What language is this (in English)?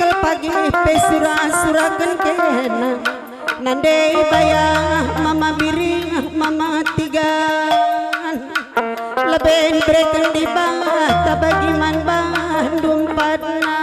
Batak Karo